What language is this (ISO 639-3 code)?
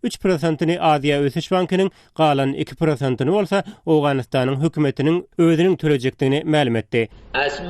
tuk